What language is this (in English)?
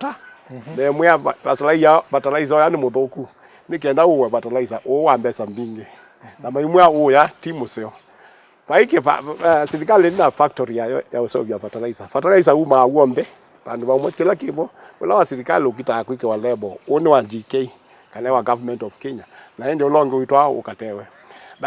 Kamba